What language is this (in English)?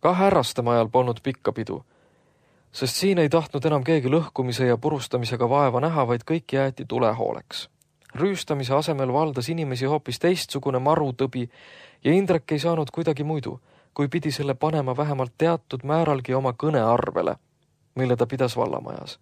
Estonian